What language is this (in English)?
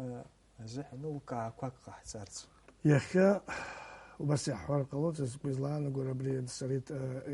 Abkhazian